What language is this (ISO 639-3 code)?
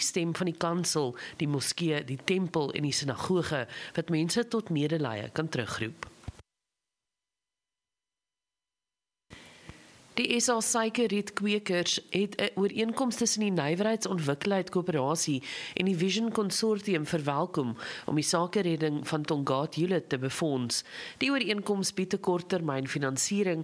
afr